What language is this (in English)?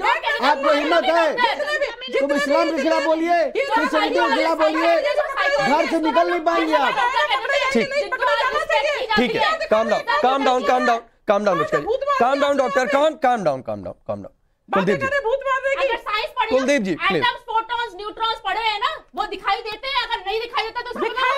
Hindi